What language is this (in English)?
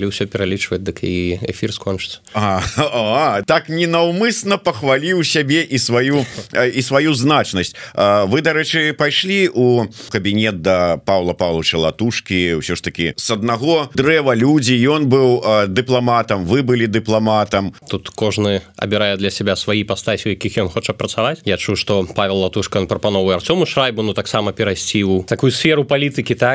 Belarusian